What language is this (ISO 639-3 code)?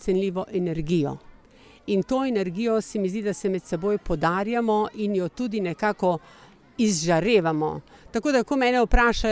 slv